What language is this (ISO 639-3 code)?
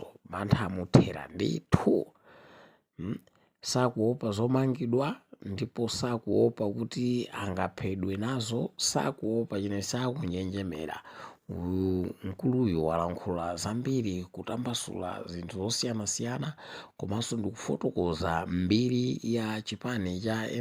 nya